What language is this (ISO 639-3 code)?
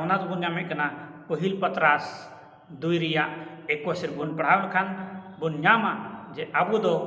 sat